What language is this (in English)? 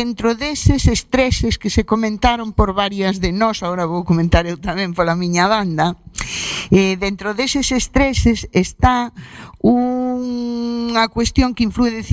Galician